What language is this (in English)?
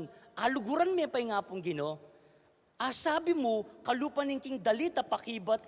Pampanga